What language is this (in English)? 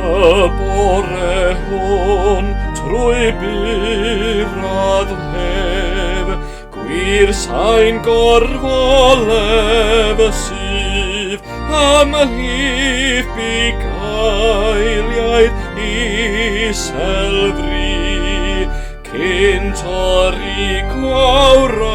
Welsh